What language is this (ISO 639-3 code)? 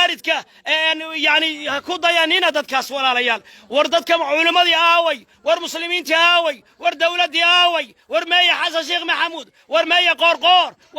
som